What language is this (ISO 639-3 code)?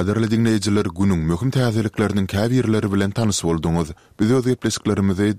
tuk